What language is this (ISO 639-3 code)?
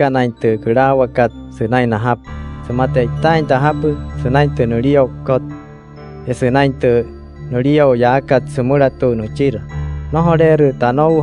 guc